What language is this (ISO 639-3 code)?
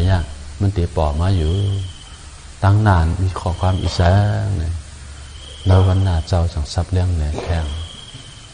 shn